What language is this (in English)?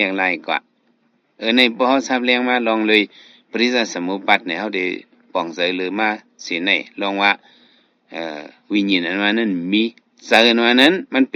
Shan